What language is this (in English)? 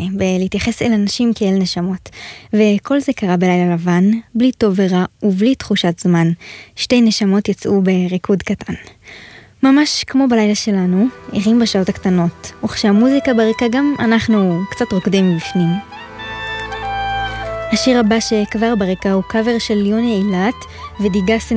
Hebrew